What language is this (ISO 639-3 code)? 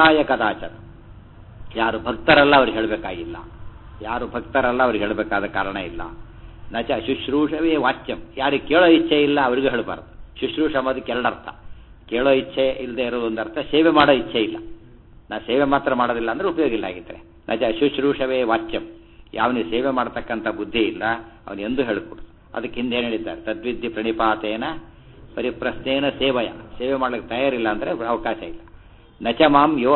kan